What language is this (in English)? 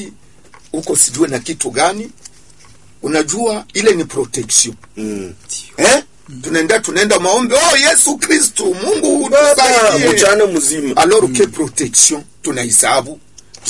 Swahili